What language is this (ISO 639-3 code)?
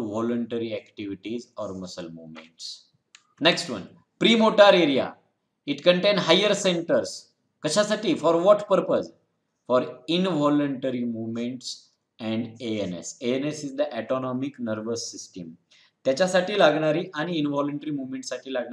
mar